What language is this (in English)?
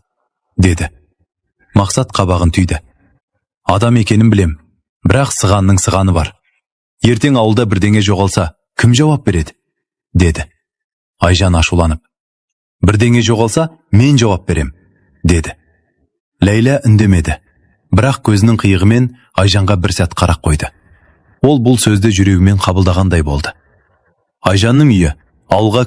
Kazakh